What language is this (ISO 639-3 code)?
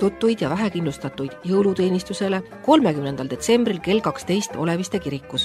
est